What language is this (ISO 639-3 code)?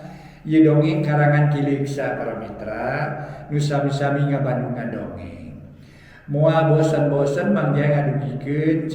sun